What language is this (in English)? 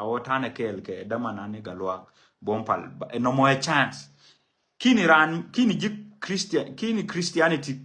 Nuer